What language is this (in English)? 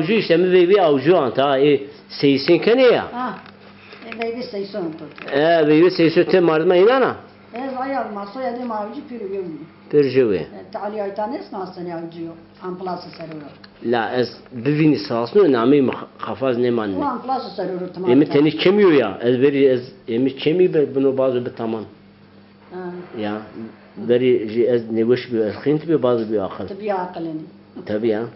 Zaza